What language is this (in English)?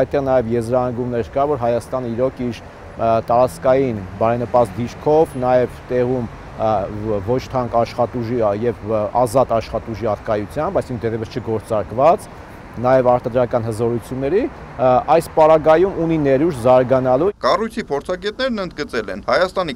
Armenian